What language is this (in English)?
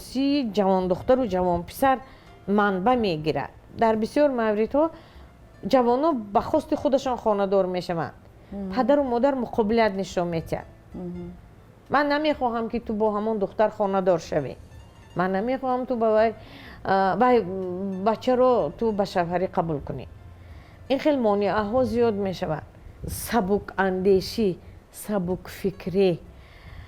Tajik